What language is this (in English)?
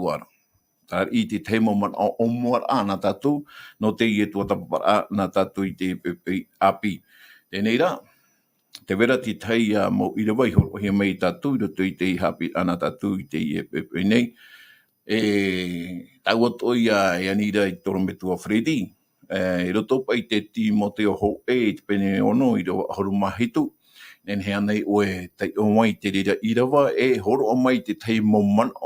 Tahitian